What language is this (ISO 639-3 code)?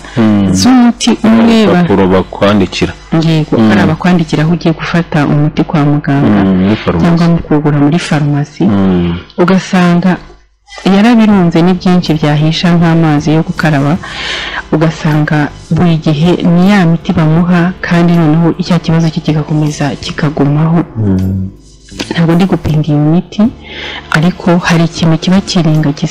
kin